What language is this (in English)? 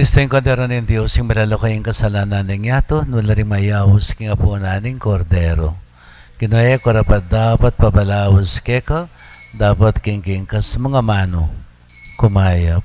Pampanga